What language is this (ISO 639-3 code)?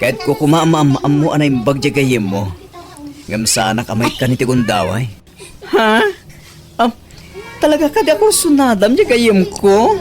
ilo